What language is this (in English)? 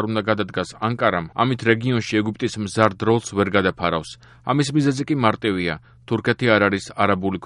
Georgian